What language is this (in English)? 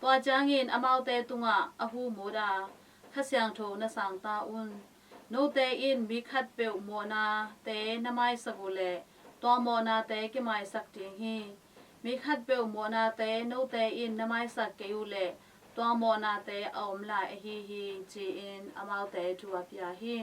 Tedim Chin